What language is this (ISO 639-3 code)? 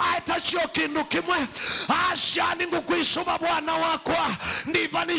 kam